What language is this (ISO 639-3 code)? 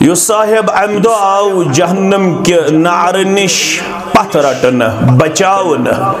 kas